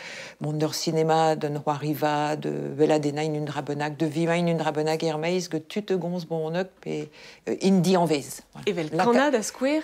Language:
Breton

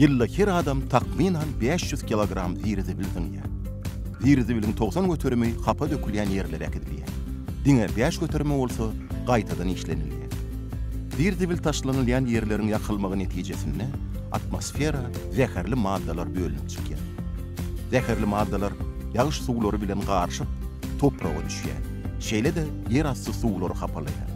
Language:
Turkmen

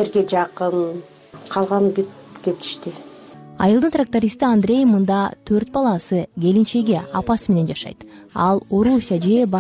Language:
Kyrgyz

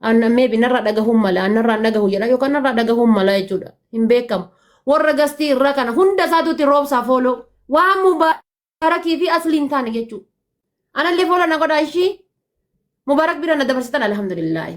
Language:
Oromo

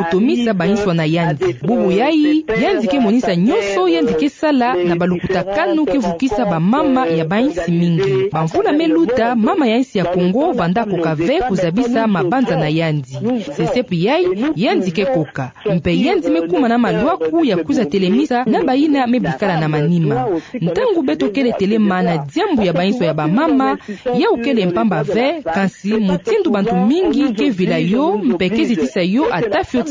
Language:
Kituba (Democratic Republic of Congo)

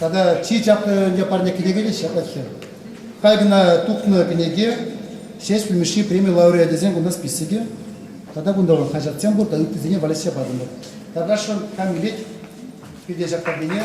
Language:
Chuvash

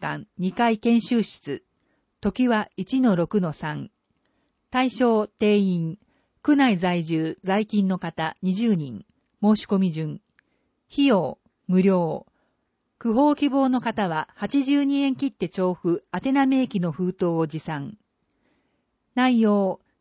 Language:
Japanese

